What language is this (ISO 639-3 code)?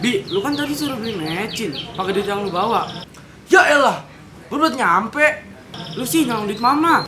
bew